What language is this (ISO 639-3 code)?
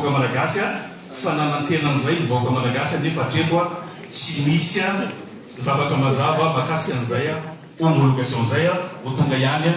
mlg